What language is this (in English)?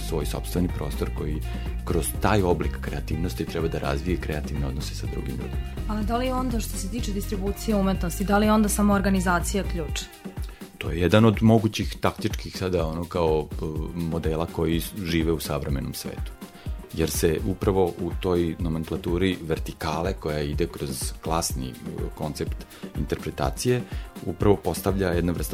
Serbian